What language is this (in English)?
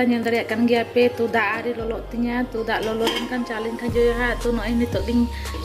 Santali